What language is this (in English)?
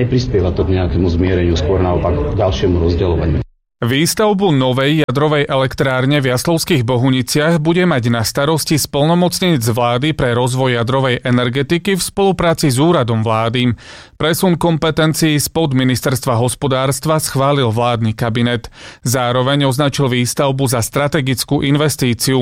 Slovak